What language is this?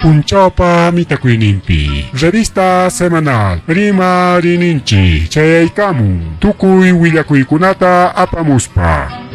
Ayacucho Quechua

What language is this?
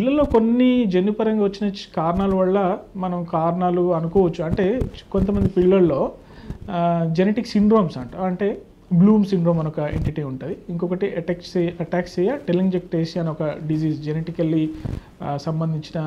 Telugu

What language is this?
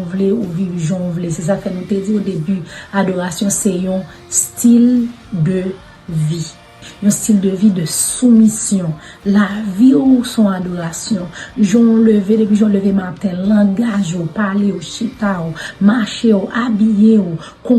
Haitian Creole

